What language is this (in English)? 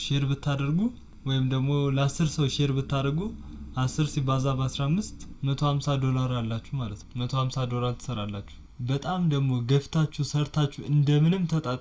Amharic